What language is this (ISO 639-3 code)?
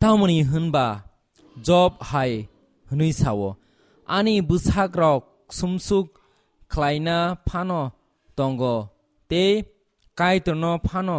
trp